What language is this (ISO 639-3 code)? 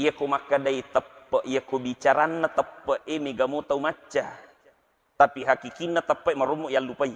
bug